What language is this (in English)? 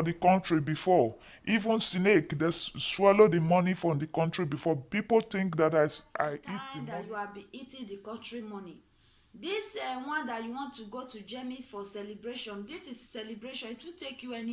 Nigerian Pidgin